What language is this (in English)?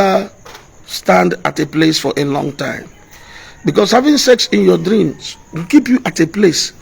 Igbo